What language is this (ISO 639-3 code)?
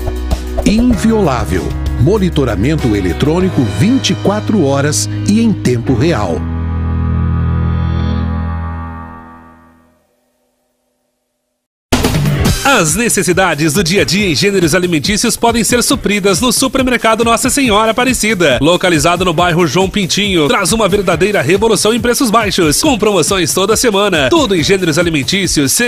por